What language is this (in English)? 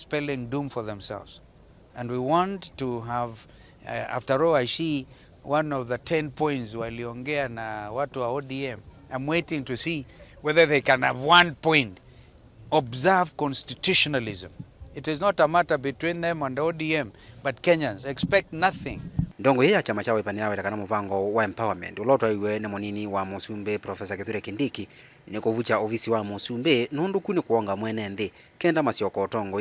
Kamba